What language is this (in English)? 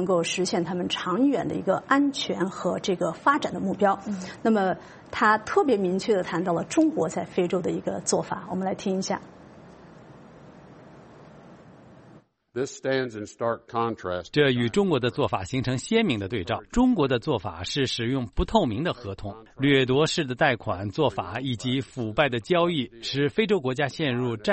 Chinese